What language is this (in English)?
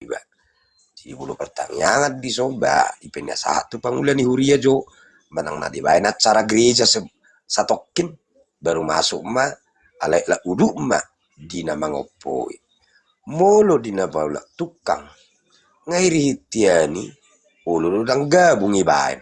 Batak Toba